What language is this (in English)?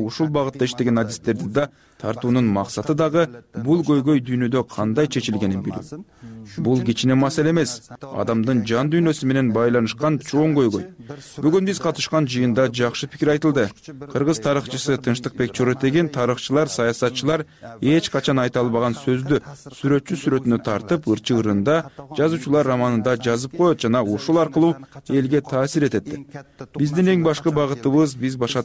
Kyrgyz